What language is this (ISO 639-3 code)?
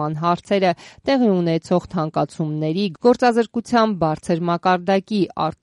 hye